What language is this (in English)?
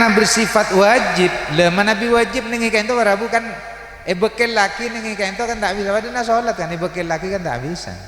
Madurese